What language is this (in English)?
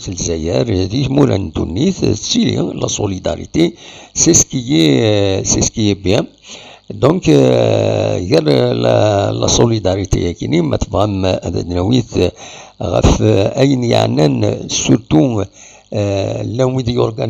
Kabyle